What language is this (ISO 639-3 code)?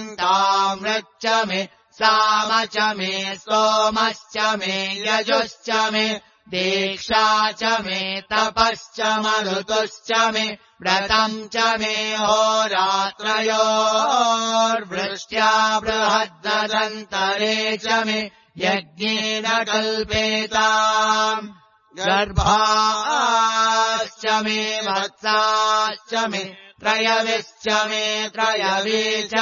san